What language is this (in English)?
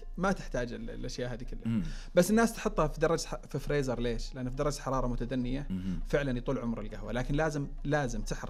Najdi Arabic